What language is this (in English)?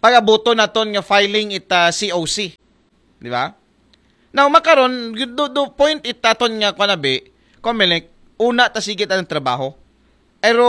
Aklanon